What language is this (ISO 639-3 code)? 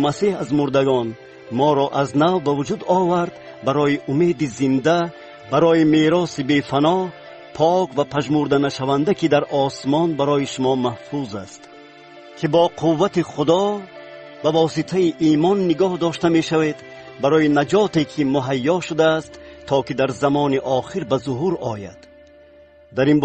tgk